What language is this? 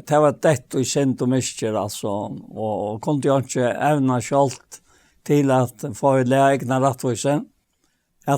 Faroese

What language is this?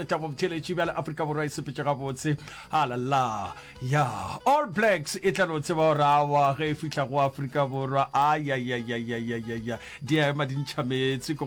Northern Sotho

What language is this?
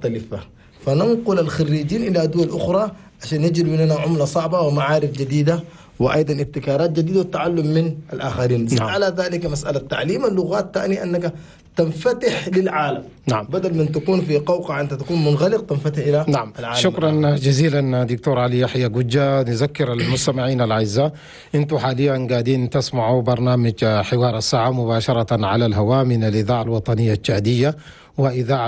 Chadian Arabic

